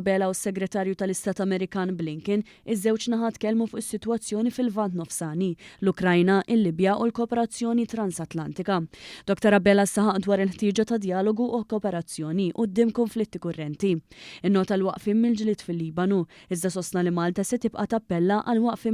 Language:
Maltese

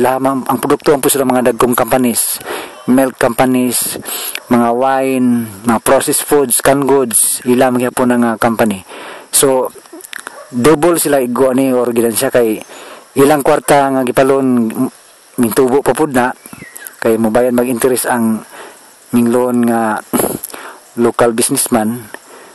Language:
Cebuano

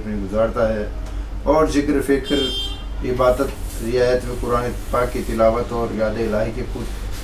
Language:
Urdu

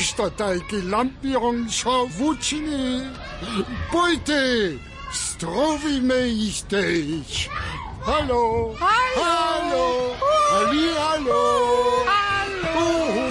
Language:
Upper Sorbian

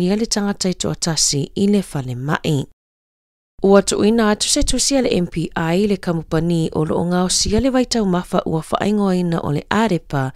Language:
Samoan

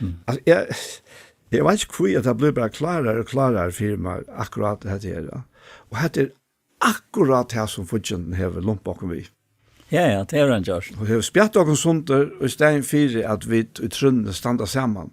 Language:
Faroese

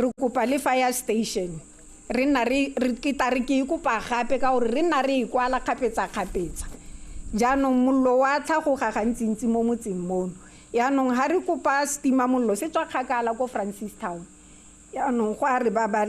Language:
Tswana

